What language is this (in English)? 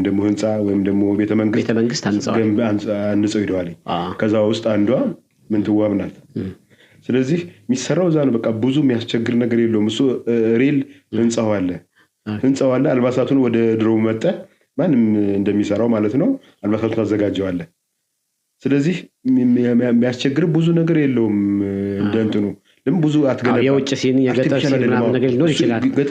Amharic